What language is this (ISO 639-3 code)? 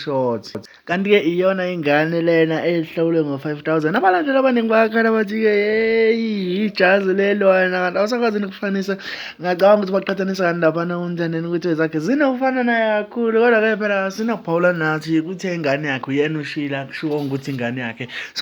zul